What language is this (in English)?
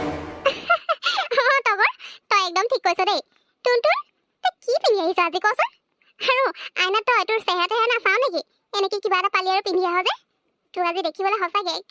Assamese